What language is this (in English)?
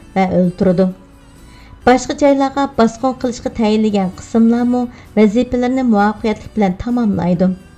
Uyghur